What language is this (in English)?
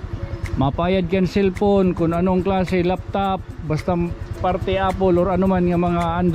Waray